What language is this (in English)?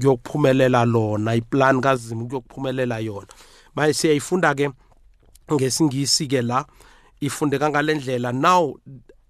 South Ndebele